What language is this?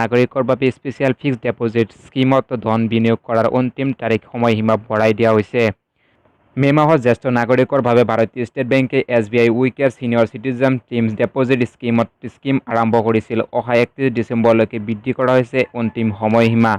Assamese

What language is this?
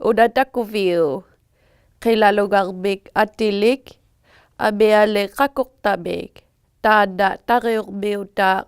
Inuktitut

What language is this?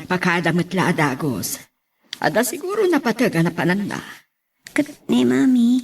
Iloko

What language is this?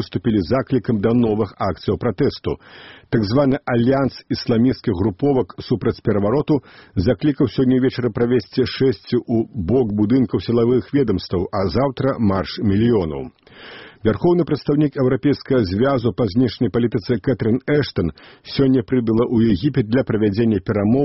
Belarusian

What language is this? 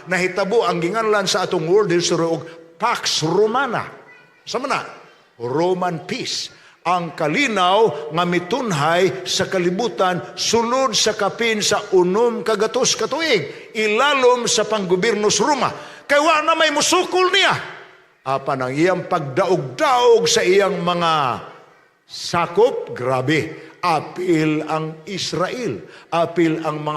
Cebuano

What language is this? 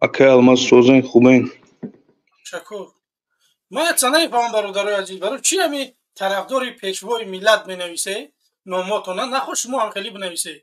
Tajik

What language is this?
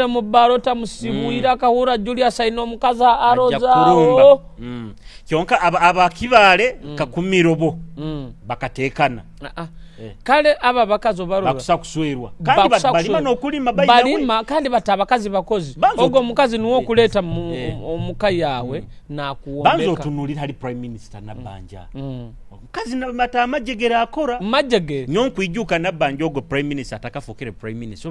Nyoro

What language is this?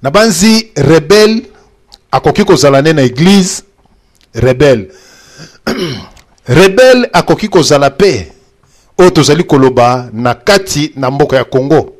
Lingala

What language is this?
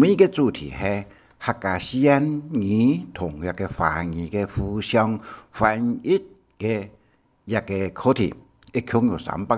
Hakka Chinese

